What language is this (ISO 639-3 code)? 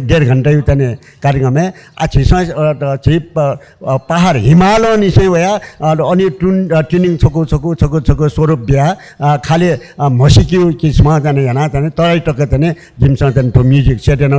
new